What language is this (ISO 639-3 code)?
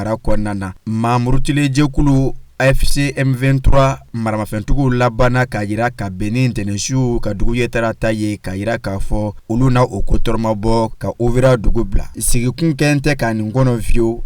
bam